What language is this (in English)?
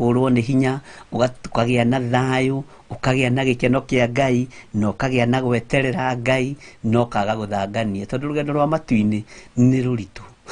Kikuyu